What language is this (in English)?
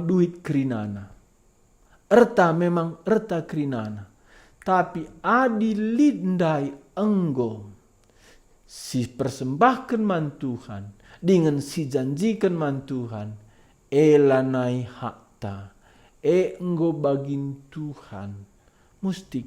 Batak Karo